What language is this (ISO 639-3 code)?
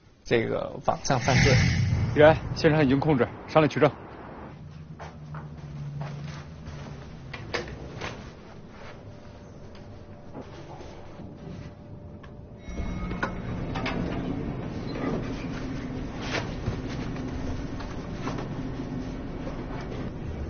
zho